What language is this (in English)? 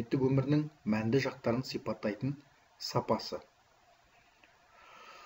Kazakh